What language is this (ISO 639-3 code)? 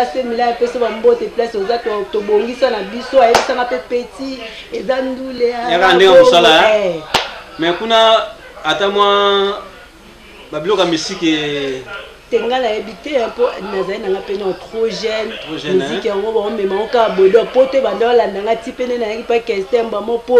lin